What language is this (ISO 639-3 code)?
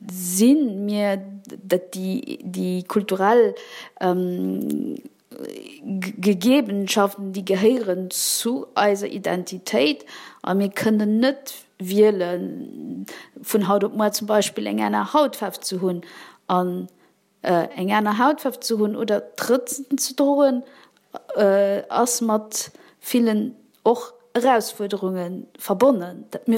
ltz